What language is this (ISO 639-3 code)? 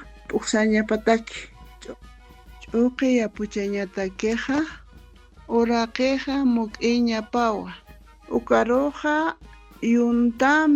aym